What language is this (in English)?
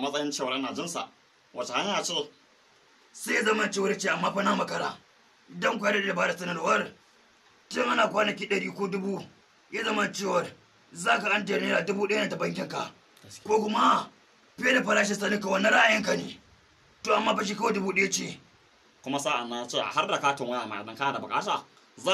Hausa